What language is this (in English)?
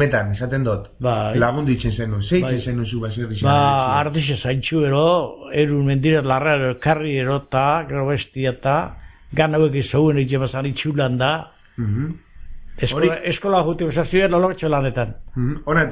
Basque